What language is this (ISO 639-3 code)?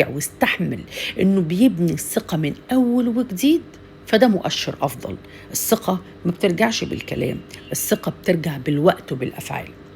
arz